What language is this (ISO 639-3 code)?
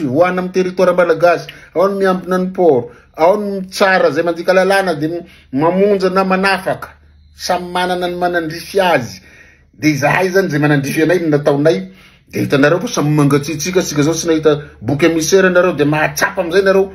mlg